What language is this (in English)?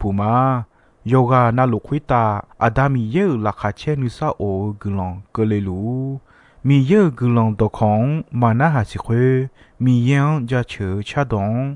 Akha